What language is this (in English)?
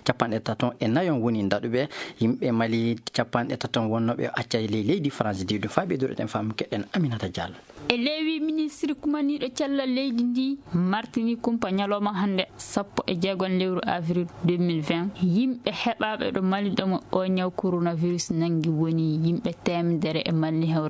Maasina Fulfulde